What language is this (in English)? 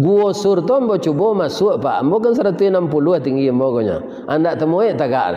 Minangkabau